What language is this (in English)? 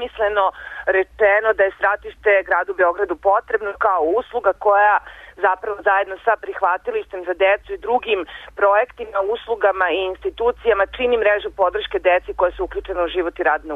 Serbian